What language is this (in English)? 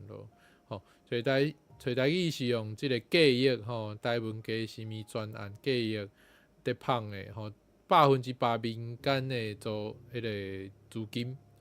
Min Nan Chinese